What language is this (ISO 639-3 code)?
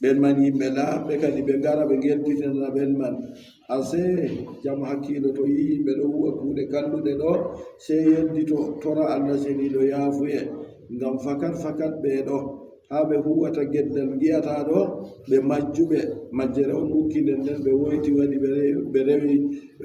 fub